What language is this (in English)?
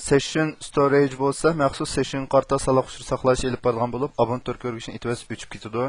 Uyghur